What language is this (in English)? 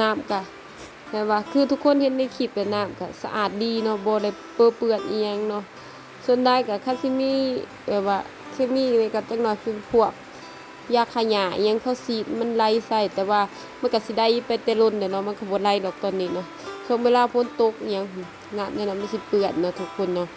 Lao